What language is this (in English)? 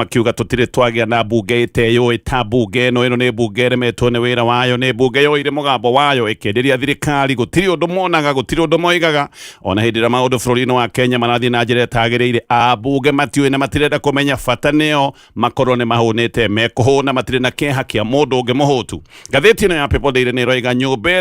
Kikuyu